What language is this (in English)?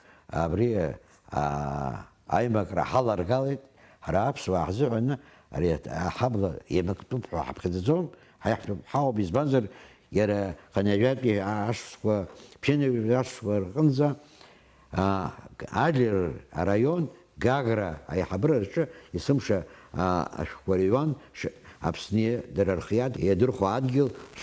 Abkhazian